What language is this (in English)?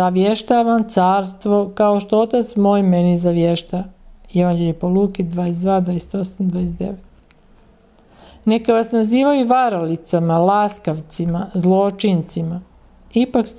Croatian